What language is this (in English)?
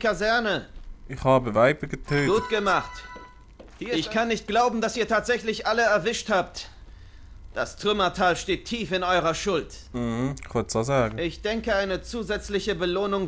Swiss German